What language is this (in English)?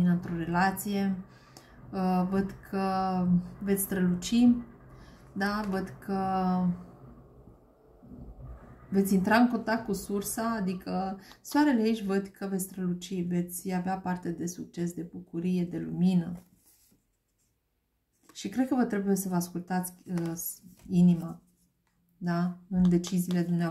Romanian